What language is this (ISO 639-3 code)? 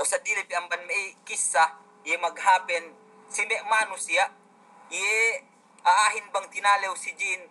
yka